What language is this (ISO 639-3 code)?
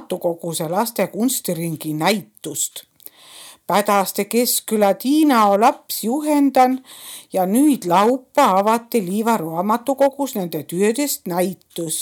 est